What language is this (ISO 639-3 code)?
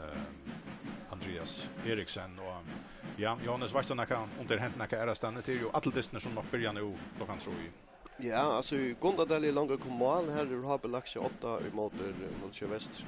fao